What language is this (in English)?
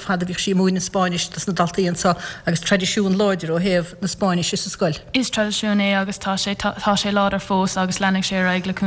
Irish